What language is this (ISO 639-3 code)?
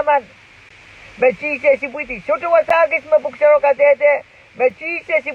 pon